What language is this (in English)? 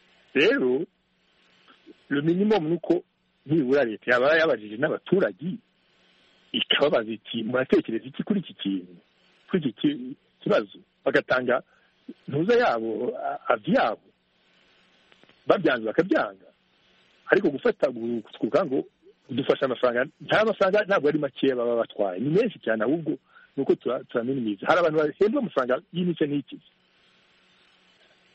Kinyarwanda